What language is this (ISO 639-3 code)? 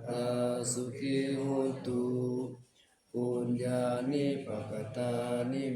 pli